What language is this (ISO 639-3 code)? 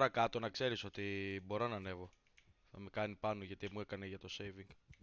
ell